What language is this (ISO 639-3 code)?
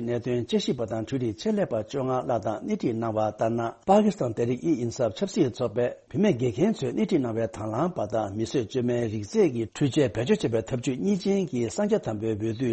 bod